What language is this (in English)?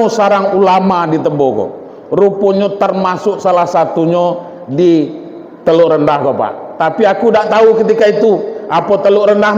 Minangkabau